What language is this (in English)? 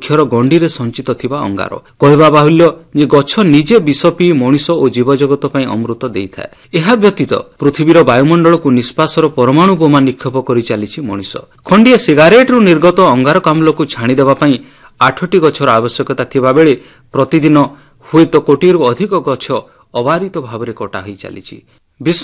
Odia